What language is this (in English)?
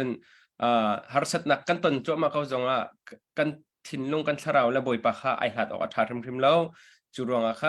Hakha Chin